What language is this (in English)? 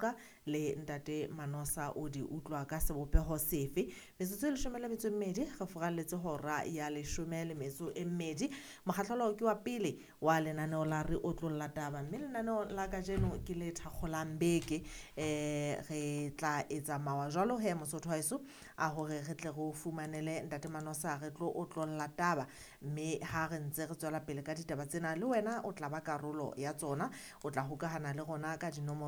Southern Sotho